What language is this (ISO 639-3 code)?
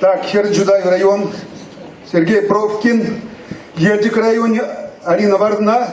chv